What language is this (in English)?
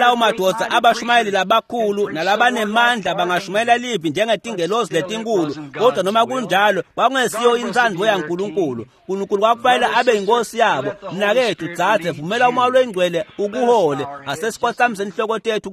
Swati